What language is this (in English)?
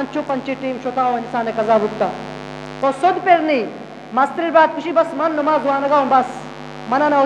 Eastern Balochi